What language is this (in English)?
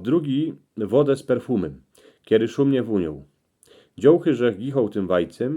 Silesian